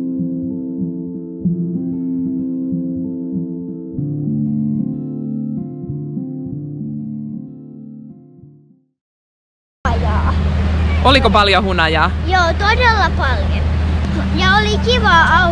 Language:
Finnish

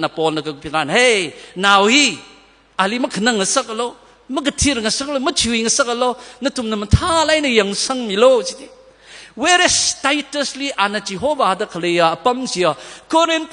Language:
Tangkhul Naga (India)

